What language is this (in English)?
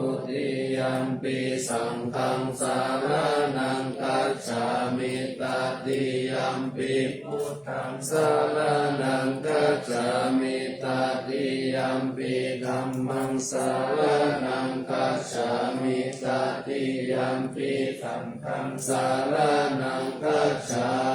Pali